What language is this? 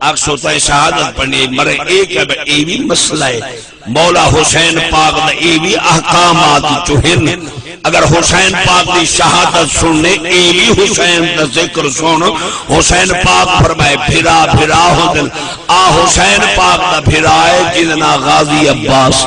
Saraiki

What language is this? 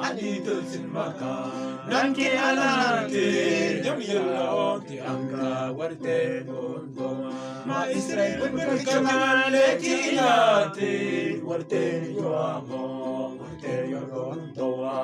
Mabaan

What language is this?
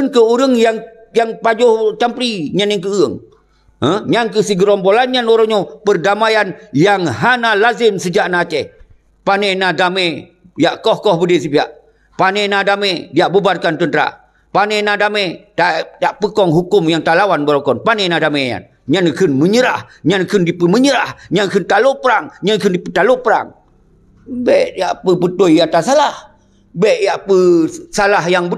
Achinese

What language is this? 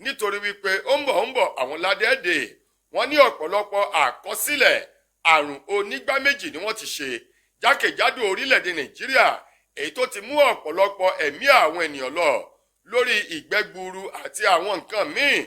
Yoruba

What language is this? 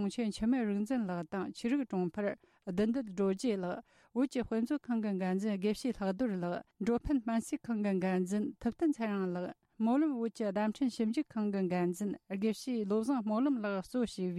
Tibetan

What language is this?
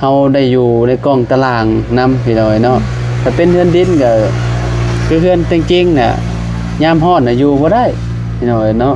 Lao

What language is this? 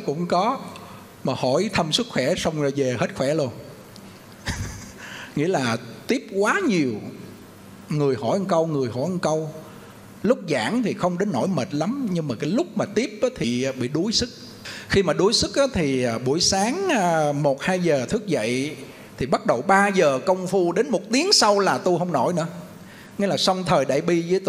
Vietnamese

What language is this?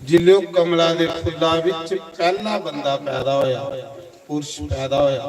Dogri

